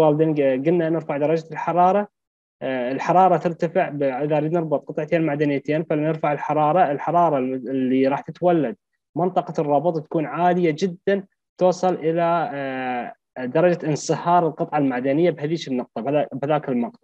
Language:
Mesopotamian Arabic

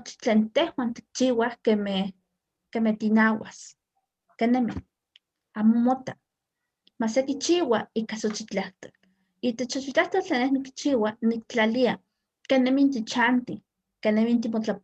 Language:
Eastern Huasteca Nahuatl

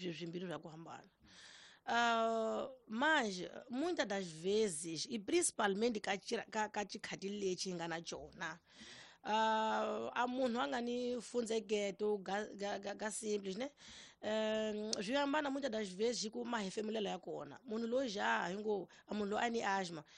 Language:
Tsonga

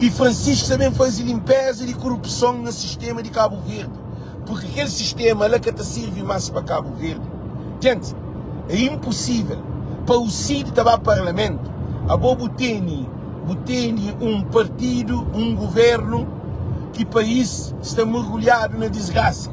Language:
Kabuverdianu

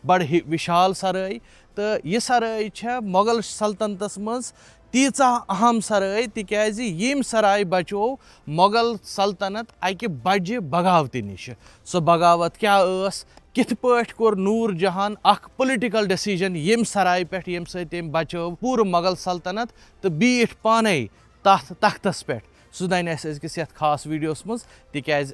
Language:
Kashmiri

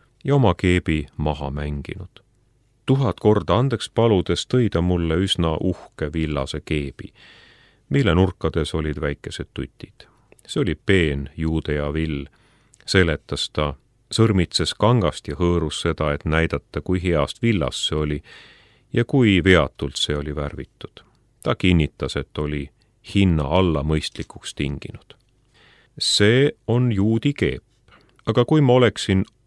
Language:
Estonian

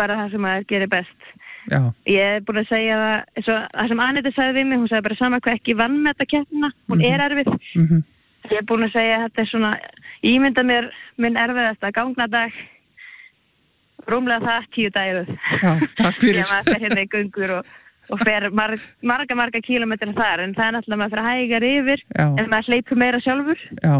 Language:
Icelandic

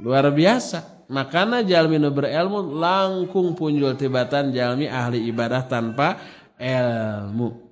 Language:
Sundanese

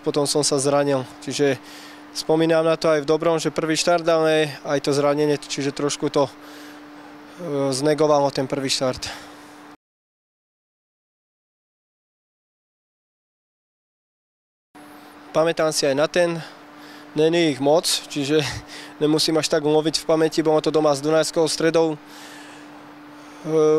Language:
Slovak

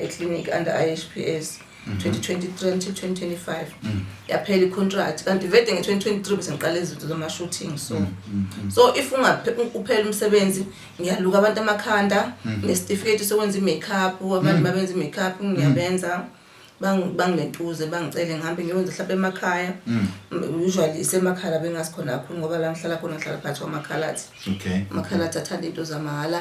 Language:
Zulu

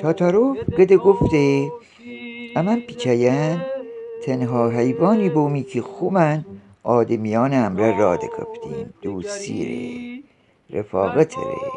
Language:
Gilaki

